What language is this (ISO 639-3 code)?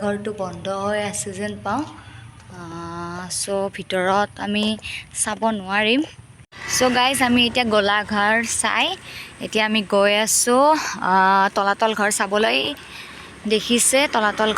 asm